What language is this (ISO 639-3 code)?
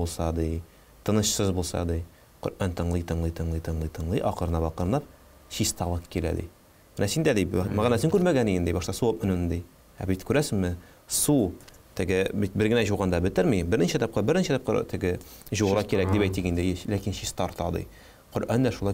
tat